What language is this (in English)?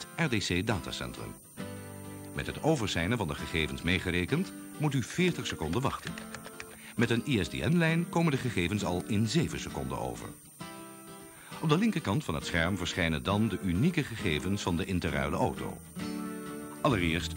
Dutch